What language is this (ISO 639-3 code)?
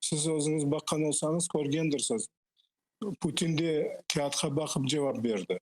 crh